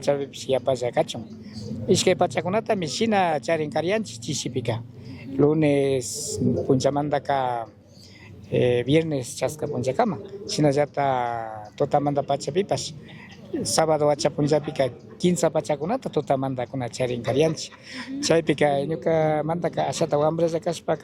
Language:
Chimborazo Highland Quichua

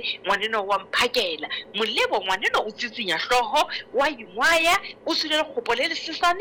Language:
Southern Sotho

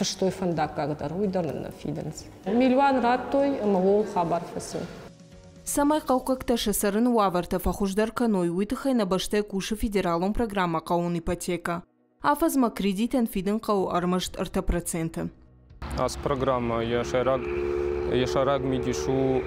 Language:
Ossetic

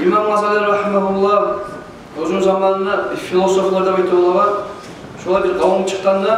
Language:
Kumyk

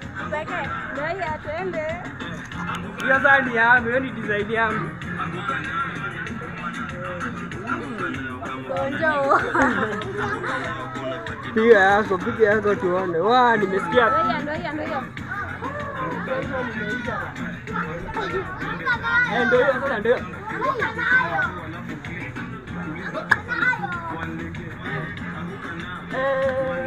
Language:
Swahili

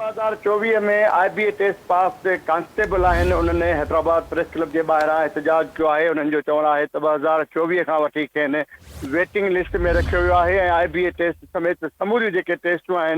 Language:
Sindhi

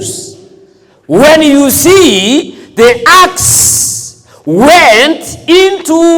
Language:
Gusii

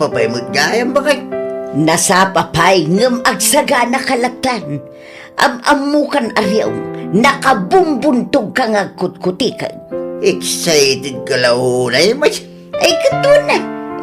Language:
Iloko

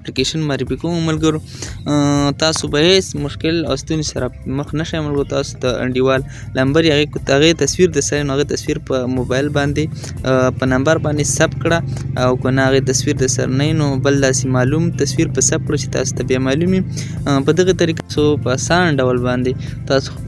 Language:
Pashto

